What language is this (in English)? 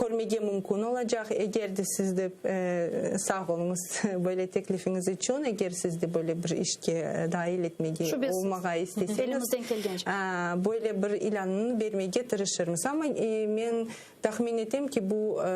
Crimean Tatar